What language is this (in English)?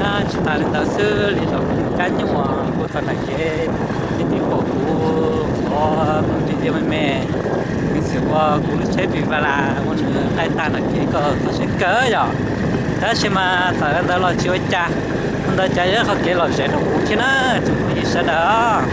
Hmong